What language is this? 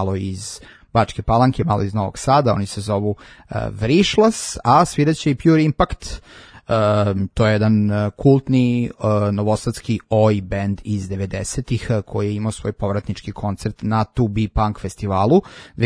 Serbian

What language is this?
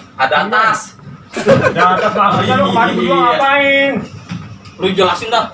Betawi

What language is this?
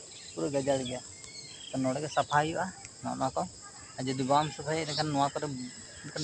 Santali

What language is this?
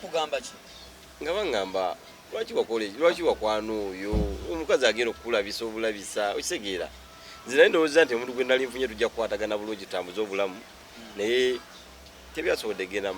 Ganda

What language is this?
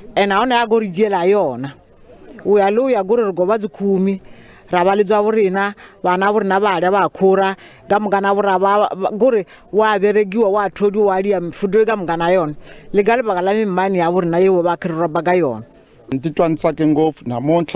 Tsonga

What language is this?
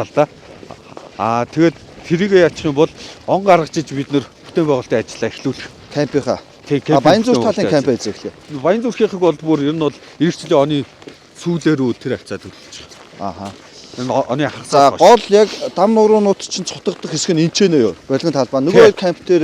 Mongolian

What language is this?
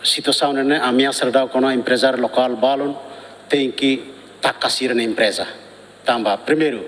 Tetum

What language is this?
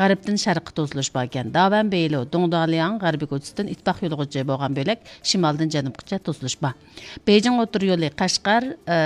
Uyghur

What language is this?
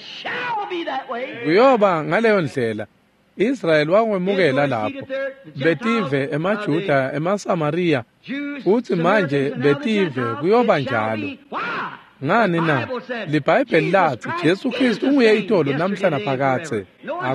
Swati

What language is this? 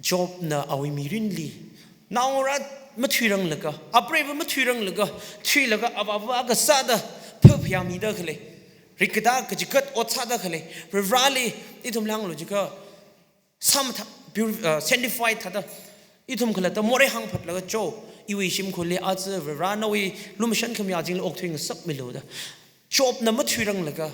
Tangkhul Naga (India)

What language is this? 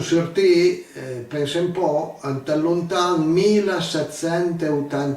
Piedmontese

